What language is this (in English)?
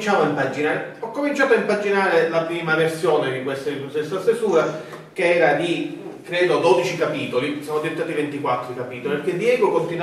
Italian